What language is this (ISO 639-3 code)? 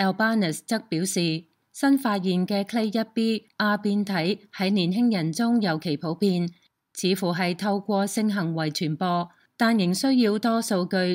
yue